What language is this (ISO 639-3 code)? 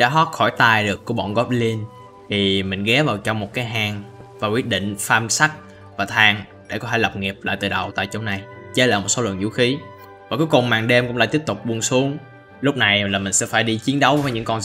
vie